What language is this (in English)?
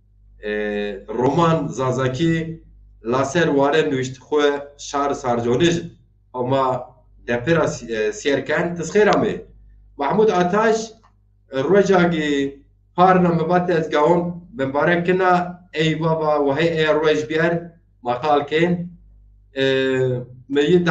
Zaza